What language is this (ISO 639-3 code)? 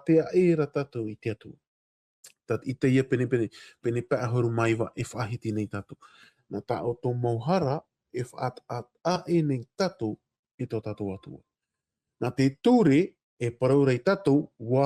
tah